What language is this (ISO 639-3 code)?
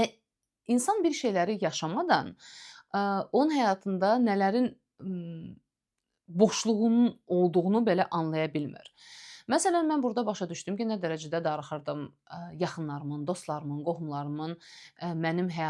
aze